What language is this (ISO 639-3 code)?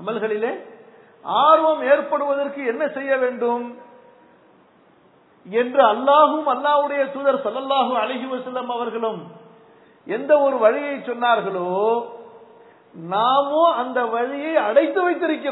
tam